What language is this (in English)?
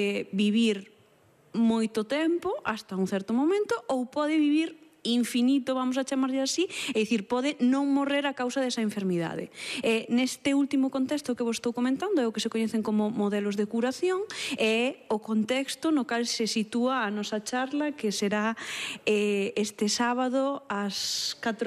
Galician